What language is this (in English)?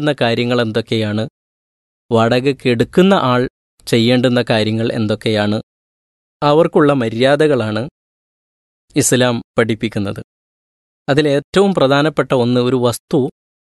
Malayalam